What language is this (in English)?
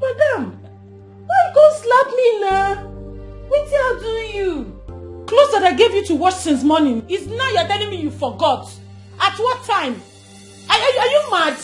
Nigerian Pidgin